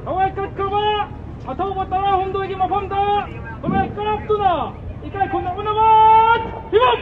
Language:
Manipuri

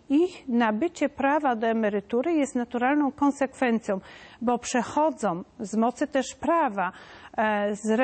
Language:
Polish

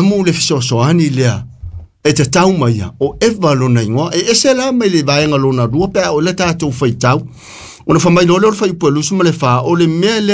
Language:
Samoan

